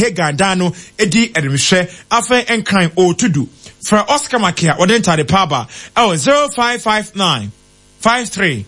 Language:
Akan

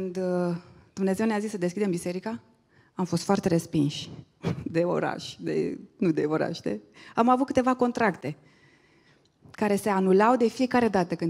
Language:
Romanian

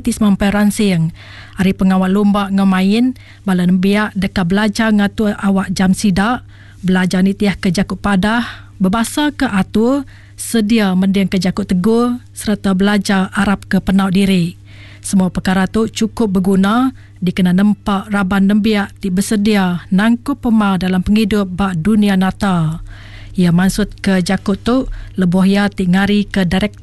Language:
Iban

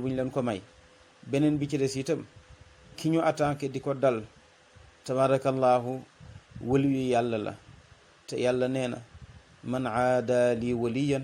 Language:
Wolof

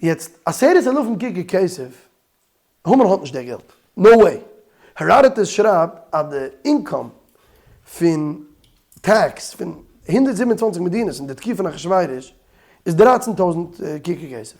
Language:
Yiddish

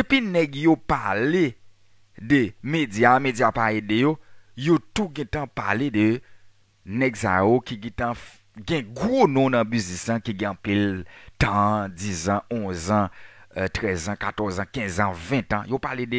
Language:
Haitian Creole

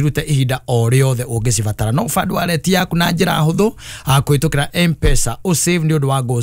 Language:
Kikuyu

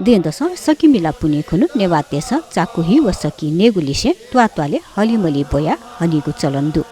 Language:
Newari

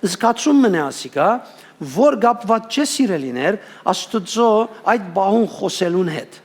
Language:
Western Armenian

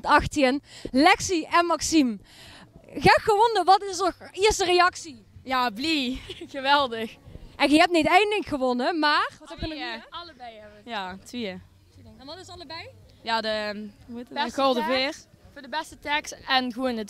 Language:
Limburgish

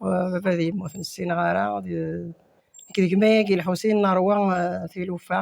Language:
Kabyle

